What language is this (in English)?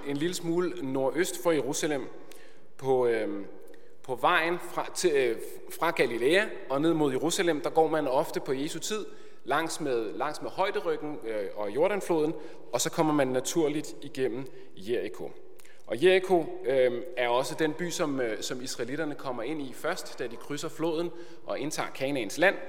Danish